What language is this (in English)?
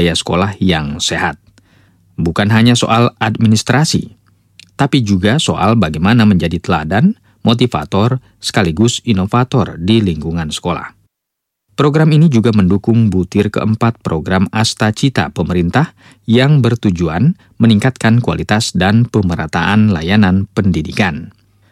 Indonesian